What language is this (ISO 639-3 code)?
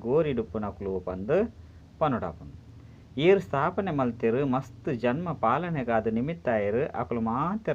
tcy